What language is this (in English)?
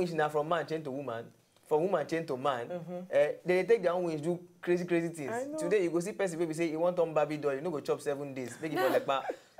Nigerian Pidgin